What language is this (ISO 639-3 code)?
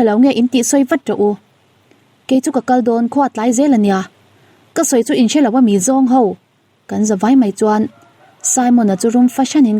lus